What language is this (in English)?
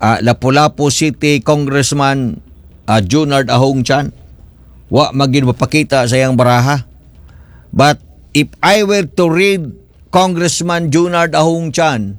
Cebuano